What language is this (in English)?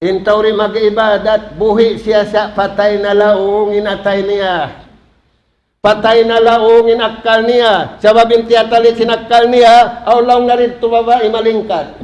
Tausug